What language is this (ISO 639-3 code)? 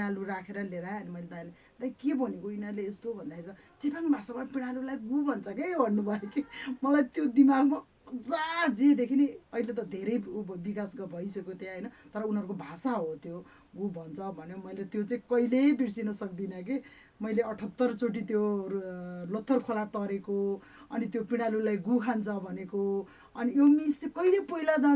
nep